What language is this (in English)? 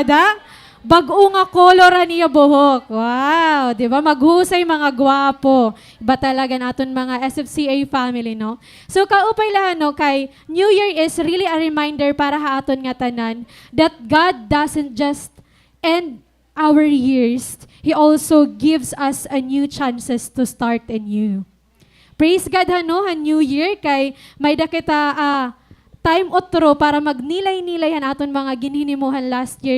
Waray